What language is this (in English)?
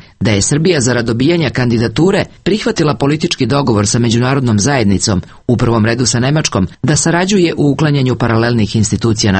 Serbian